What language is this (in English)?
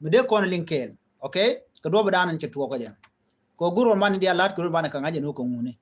Nuer